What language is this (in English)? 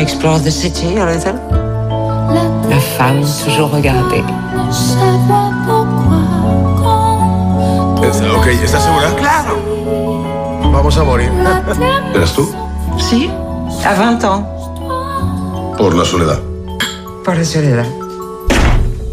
Catalan